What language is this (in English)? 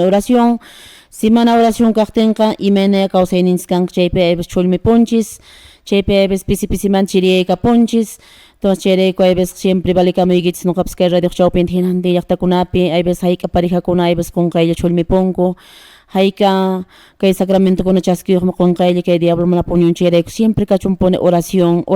Quechua